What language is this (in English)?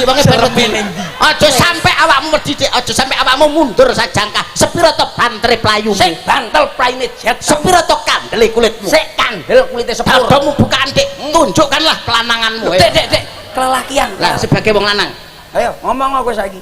Javanese